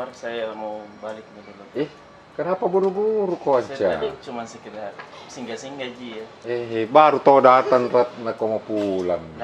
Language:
Makassar Malay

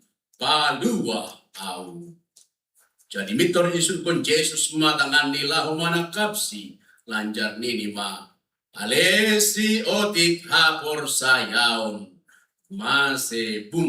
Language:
Batak Simalungun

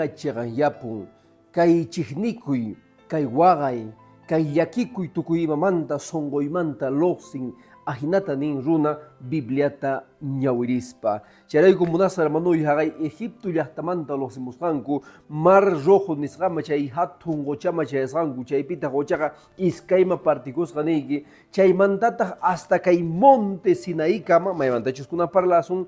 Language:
Quechua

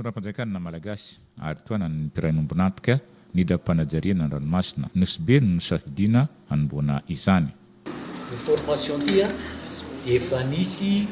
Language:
Malagasy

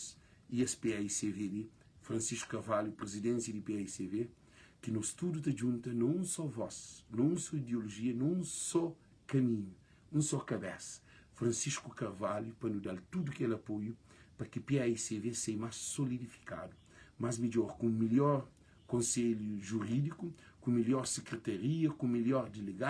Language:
Kabuverdianu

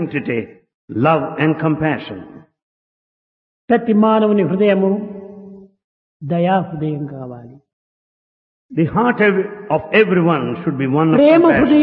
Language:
Telugu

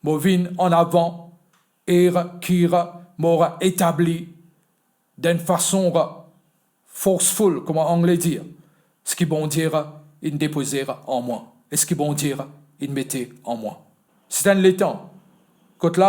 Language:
Morisyen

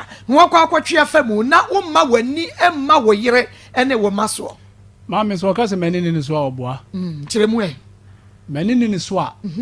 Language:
Akan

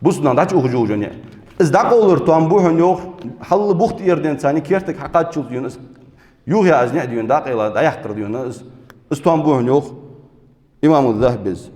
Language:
Ingush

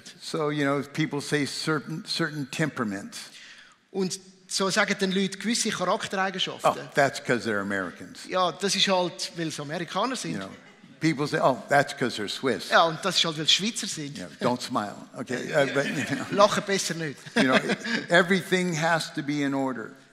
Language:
Swiss German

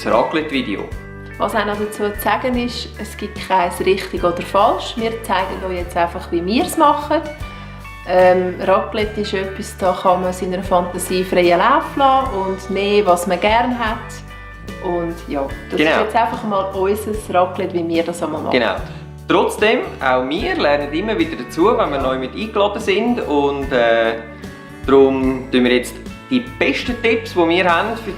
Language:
Swiss German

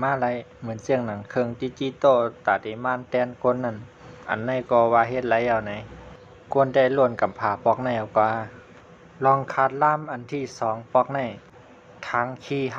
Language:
Shan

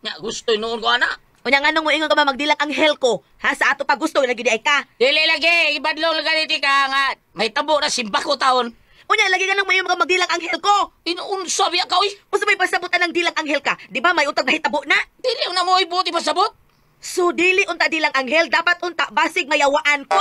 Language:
Cebuano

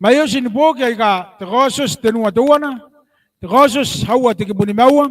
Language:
Gilbertese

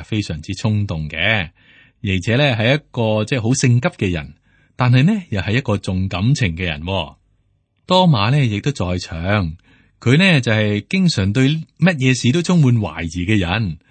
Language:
Cantonese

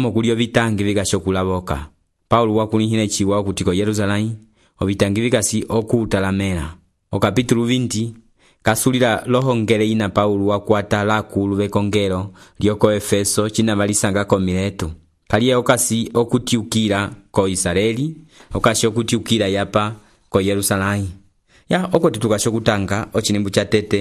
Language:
Umbundu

